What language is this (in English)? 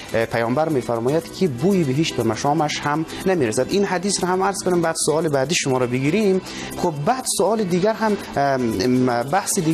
Persian